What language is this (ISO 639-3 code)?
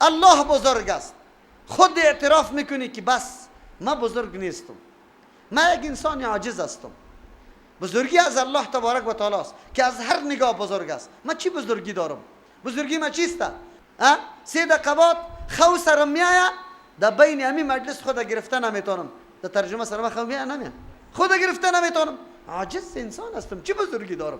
fas